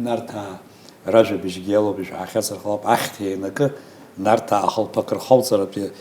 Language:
Abkhazian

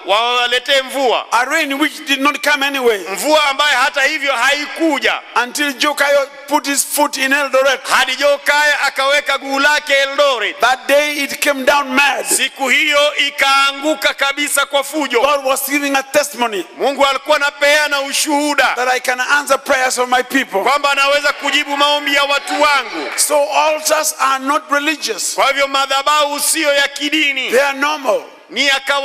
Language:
Swahili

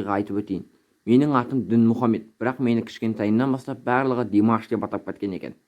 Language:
Kazakh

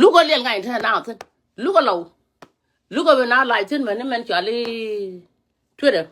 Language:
Nuer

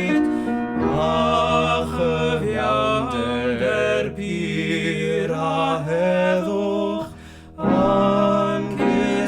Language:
Welsh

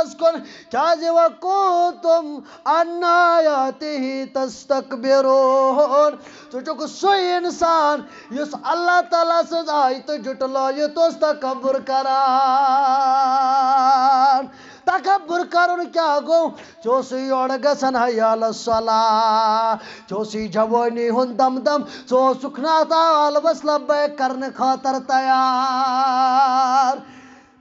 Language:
Kashmiri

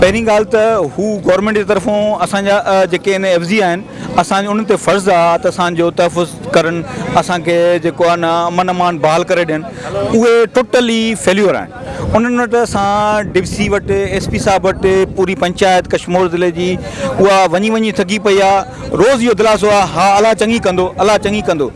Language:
Sindhi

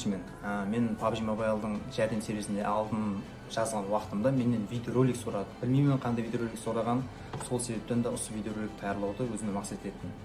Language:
Kara-Kalpak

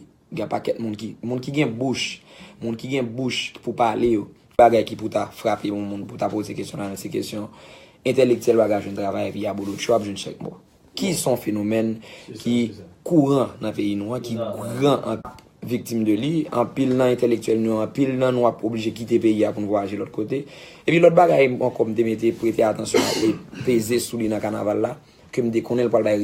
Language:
Haitian Creole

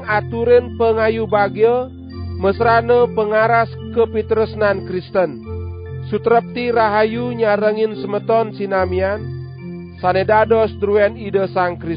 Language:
Balinese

